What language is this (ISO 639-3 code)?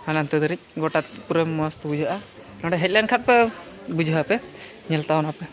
sat